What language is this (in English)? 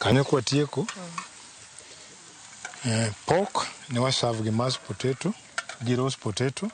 Luo (Kenya and Tanzania)